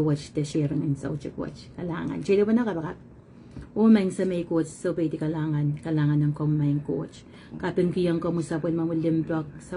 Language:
Pohnpeian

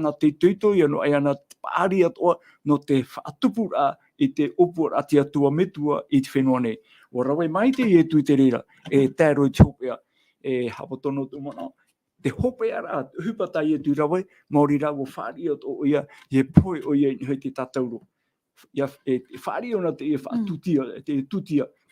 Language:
Tahitian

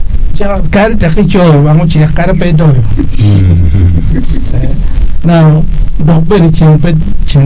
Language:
Acoli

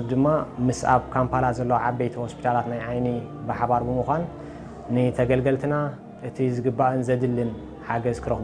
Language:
Tigrinya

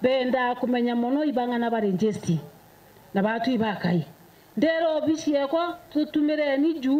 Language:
Meru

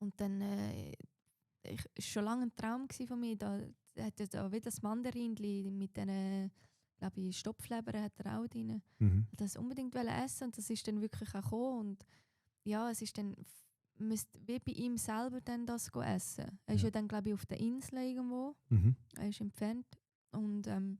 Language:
Swiss German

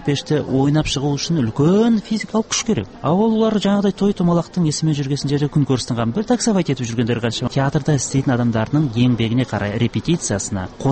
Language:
Kazakh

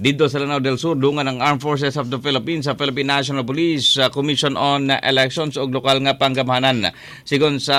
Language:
Cebuano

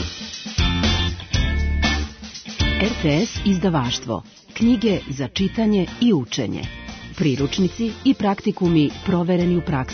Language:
Serbian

